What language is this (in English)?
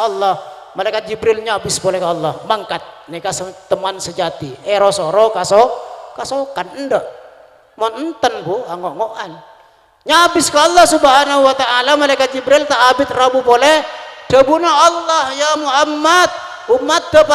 Madurese